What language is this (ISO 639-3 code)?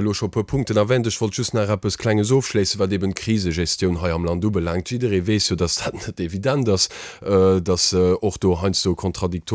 ltz